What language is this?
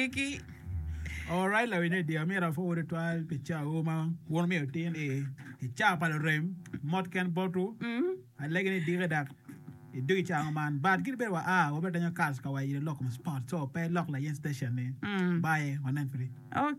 Acoli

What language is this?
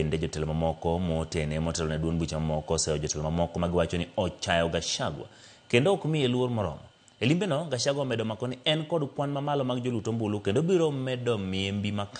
Luo (Kenya and Tanzania)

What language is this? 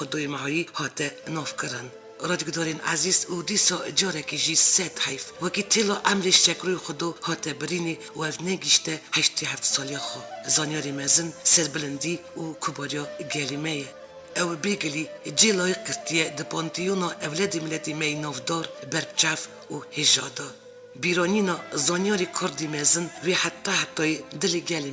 Kurdish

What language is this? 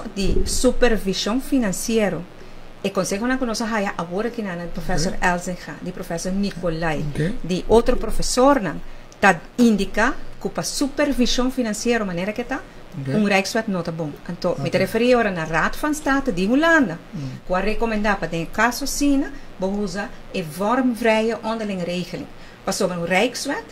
Papiamento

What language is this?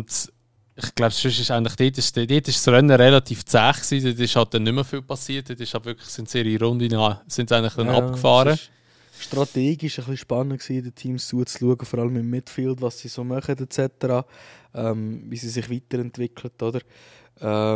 Swiss German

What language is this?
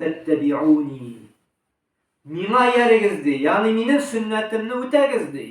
Tatar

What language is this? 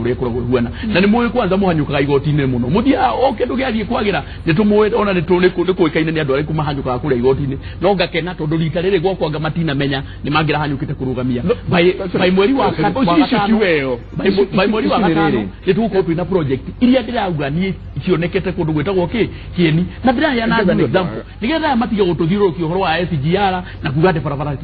Kikuyu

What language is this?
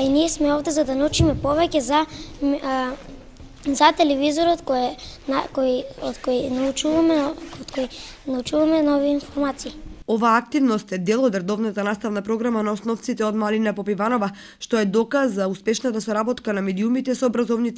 Macedonian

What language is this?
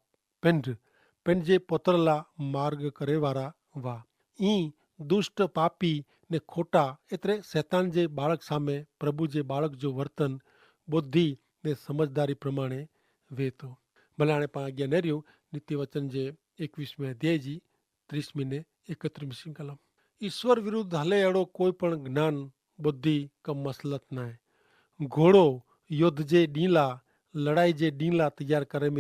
Kachhi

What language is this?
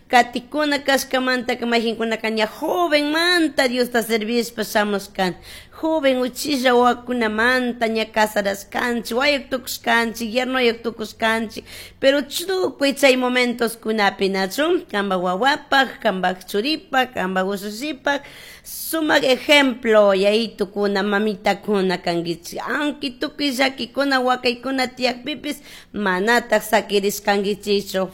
Chimborazo Highland Quichua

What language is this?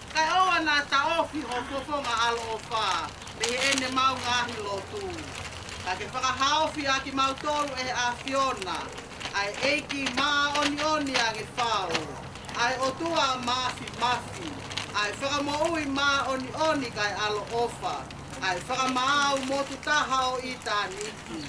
Tongan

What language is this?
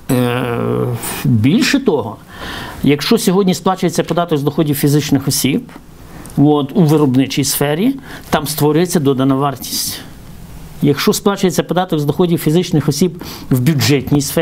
Ukrainian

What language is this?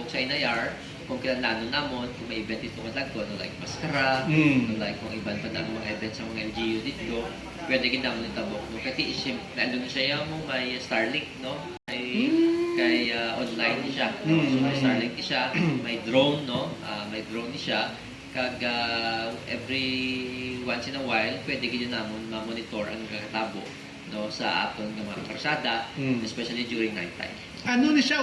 Hiligaynon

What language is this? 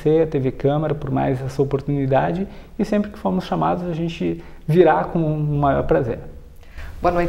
Portuguese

